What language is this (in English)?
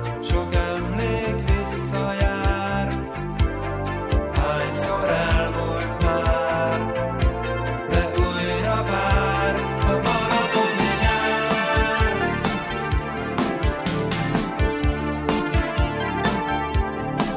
Hungarian